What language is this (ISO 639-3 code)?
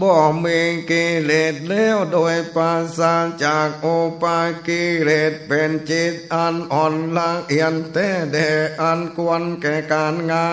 nod